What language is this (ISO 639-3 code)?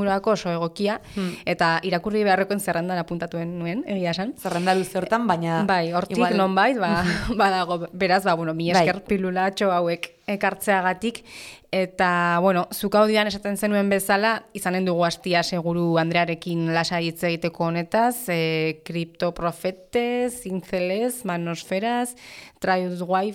eus